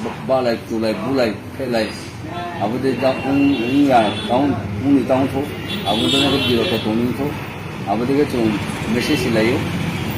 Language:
Riang (India)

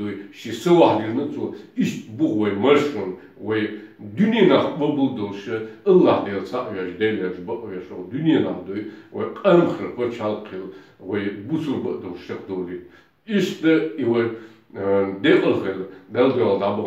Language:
Chechen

